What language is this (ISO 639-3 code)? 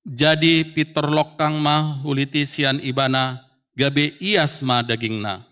bbc